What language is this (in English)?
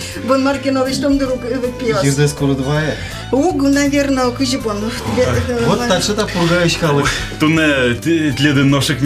Udmurt